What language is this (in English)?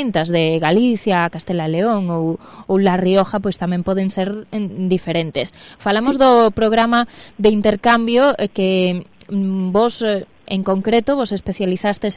Galician